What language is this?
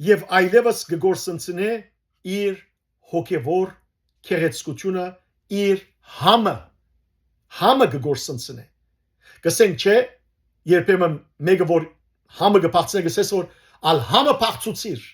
Western Armenian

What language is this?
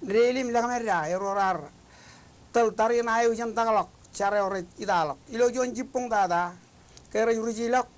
Marshallese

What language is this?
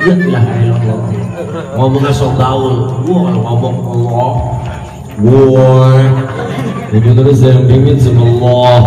Betawi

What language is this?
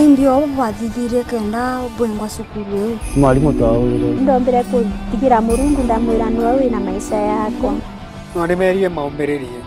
Meru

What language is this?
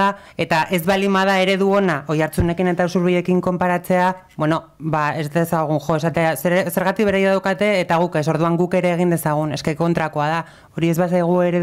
Basque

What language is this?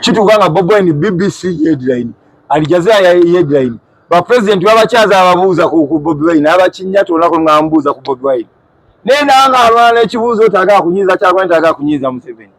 Ganda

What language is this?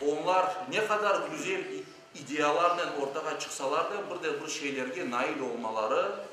Crimean Tatar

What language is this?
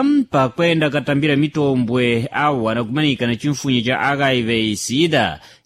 Sena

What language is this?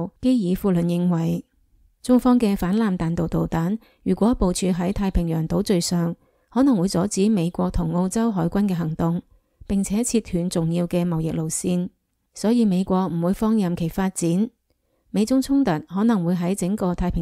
Cantonese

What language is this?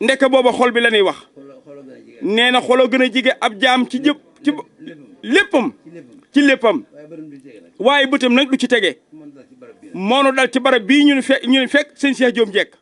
Wolof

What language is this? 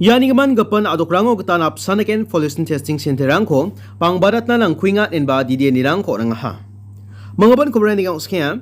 Garo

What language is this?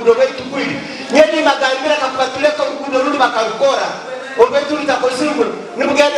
Nyankole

